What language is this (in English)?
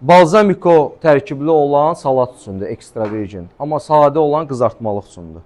Azerbaijani